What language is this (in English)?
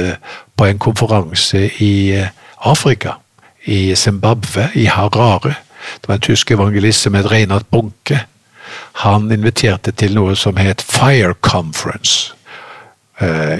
Norwegian